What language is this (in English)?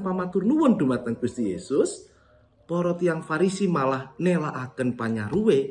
Javanese